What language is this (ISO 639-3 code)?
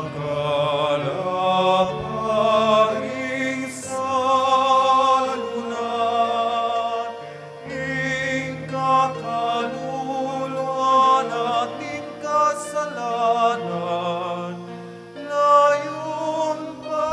pam